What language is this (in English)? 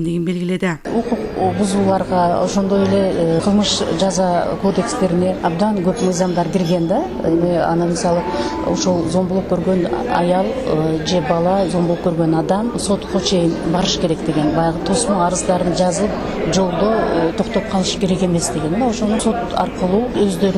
Kyrgyz